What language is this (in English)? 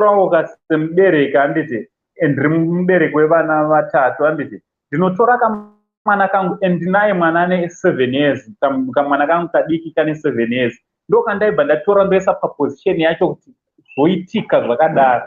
Shona